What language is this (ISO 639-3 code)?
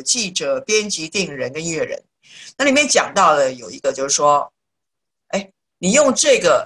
zho